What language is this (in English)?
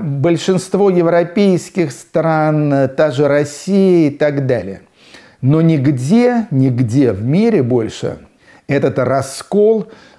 Russian